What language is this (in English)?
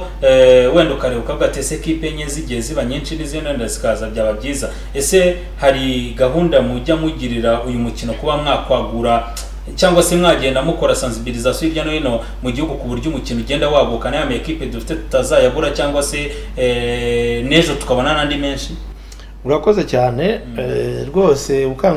Kinyarwanda